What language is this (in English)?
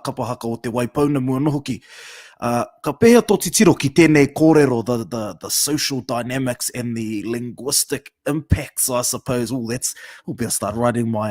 Māori